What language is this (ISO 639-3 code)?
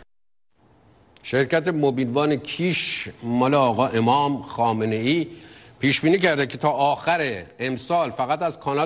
fas